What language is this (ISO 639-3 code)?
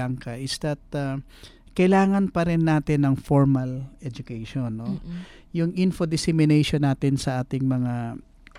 fil